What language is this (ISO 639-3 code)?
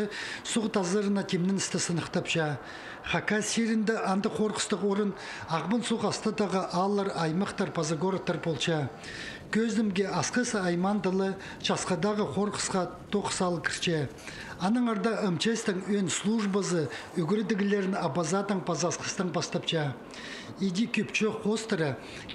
kjh